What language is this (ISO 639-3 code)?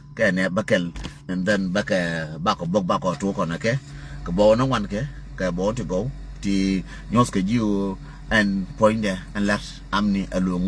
nus